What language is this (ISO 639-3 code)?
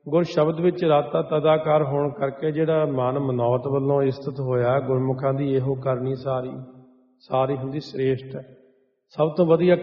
pan